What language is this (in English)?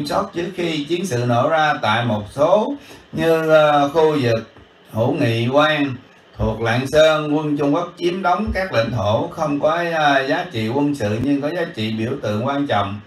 Vietnamese